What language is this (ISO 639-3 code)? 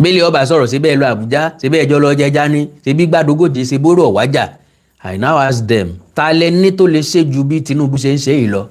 yor